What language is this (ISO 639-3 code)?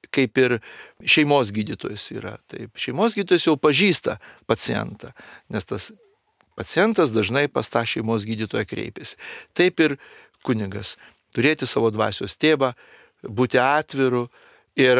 lit